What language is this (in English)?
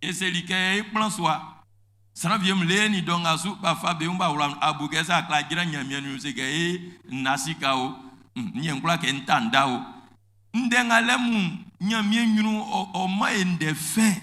Baoulé